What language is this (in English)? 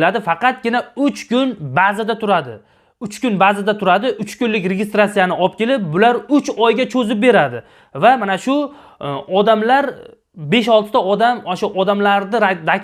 Uzbek